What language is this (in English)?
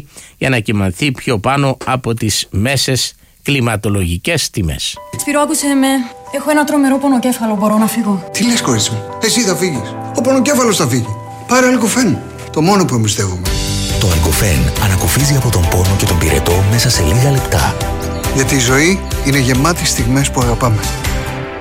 Greek